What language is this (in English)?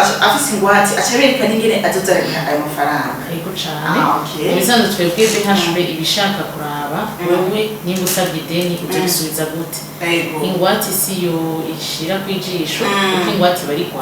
Rundi